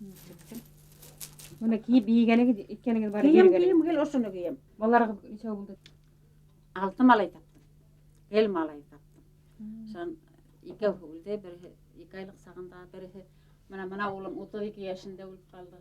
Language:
Bashkir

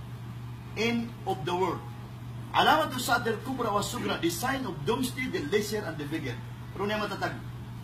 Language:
Maranao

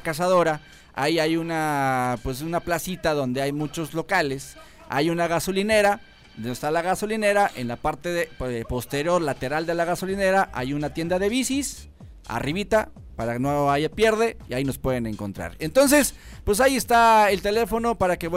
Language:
Spanish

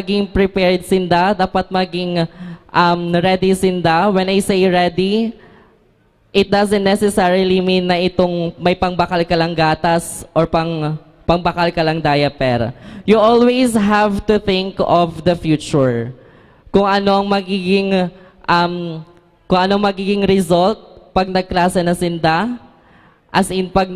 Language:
Bikol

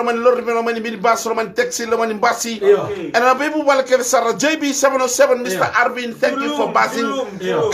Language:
Fijian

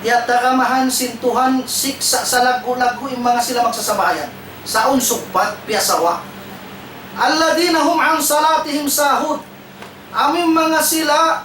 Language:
Tausug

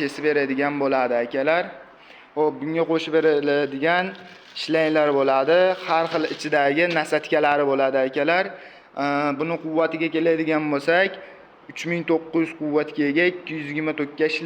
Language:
Uzbek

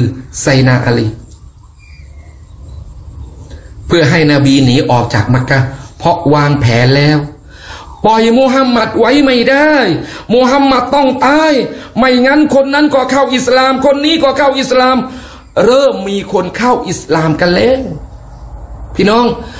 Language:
Thai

